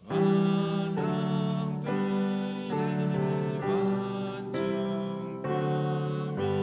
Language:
Hakha Chin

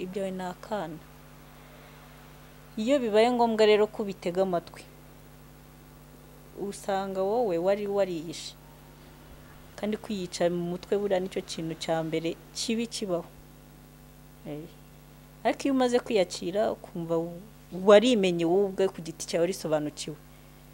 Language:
Kinyarwanda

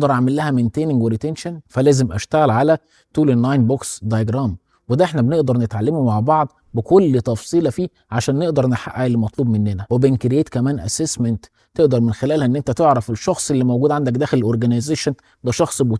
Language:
Egyptian Arabic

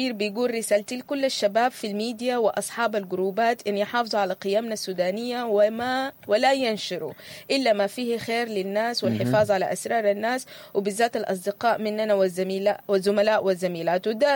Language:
Sudanese Arabic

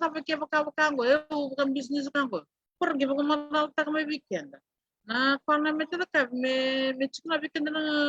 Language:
Fijian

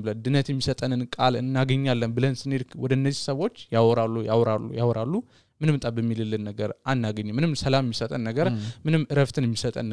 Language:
Amharic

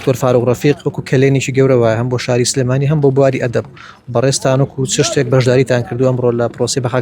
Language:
Central Kurdish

